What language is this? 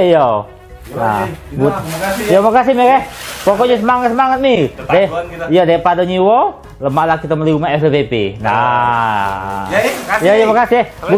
Musi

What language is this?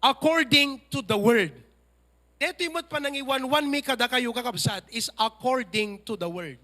Iloko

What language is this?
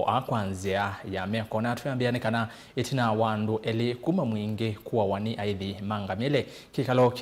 Kamba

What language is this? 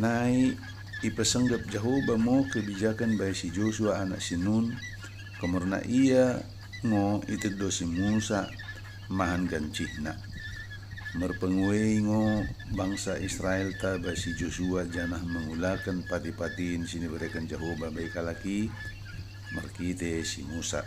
Batak Dairi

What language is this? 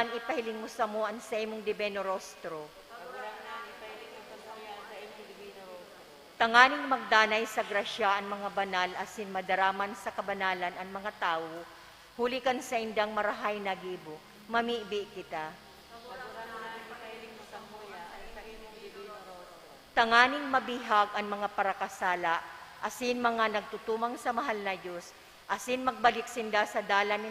Bikol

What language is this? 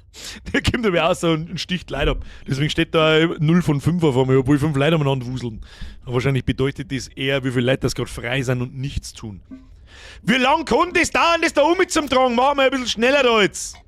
Bavarian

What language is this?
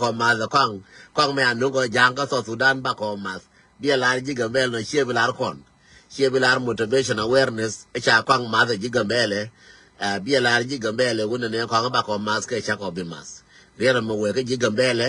Nuer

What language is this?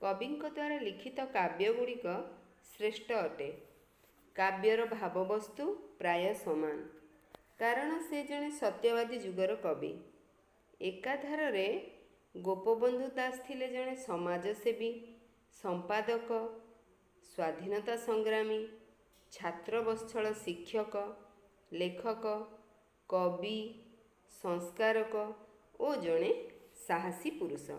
Odia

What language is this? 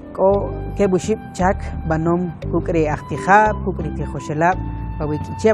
Kʼicheʼ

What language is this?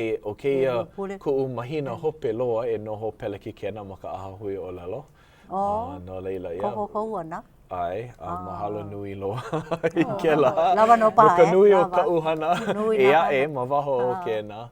Hawaiian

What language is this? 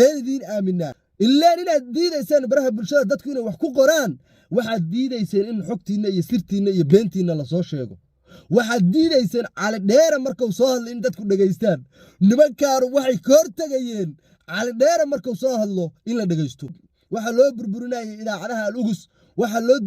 Somali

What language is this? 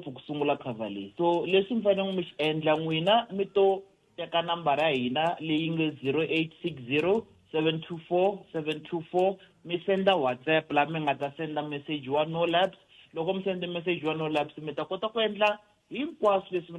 Tsonga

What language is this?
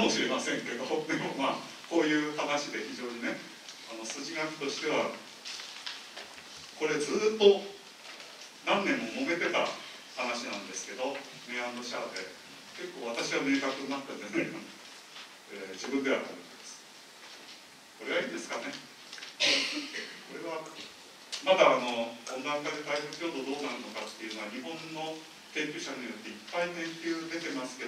Japanese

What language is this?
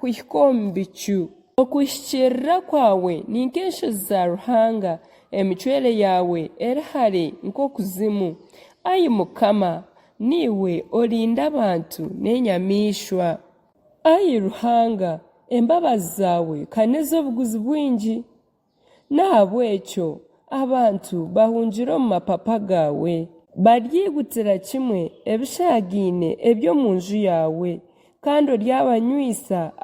Nyankole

